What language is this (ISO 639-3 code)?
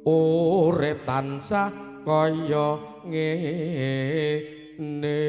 jav